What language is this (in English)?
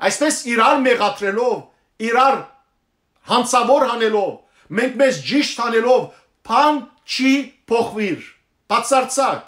Western Armenian